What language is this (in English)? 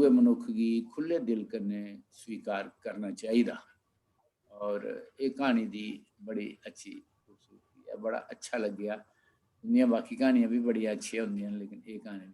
Dogri